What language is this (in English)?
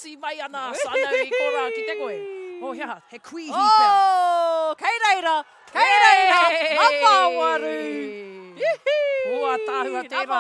Māori